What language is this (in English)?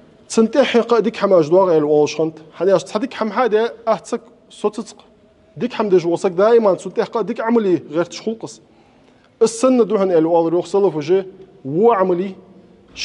Ingush